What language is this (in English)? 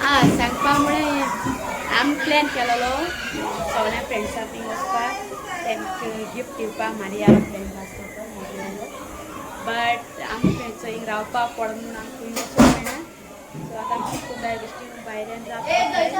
Konkani